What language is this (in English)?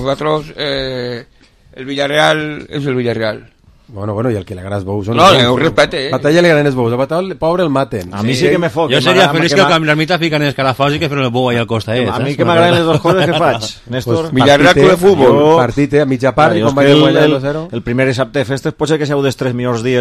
Catalan